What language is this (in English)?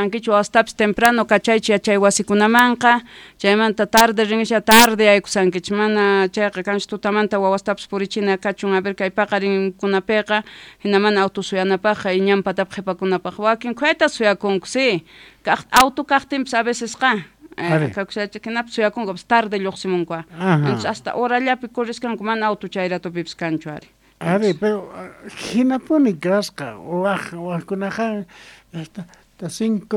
South Bolivian Quechua